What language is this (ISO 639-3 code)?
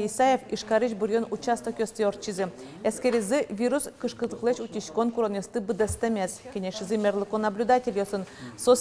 udm